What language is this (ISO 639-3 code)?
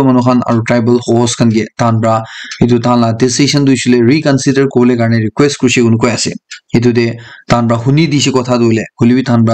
nag